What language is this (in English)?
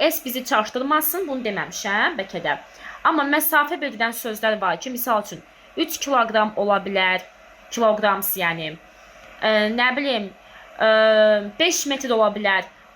Azerbaijani